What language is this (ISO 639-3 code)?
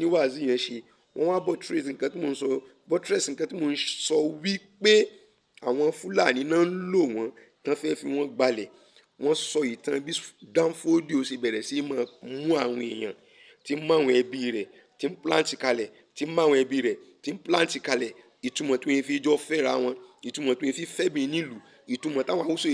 yor